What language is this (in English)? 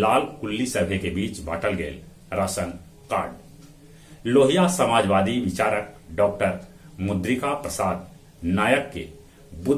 Magahi